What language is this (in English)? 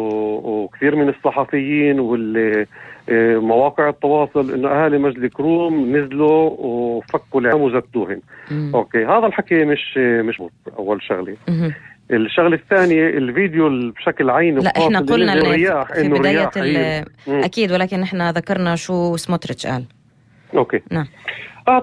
North Levantine Arabic